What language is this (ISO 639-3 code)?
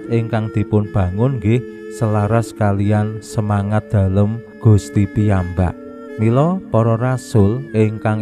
jav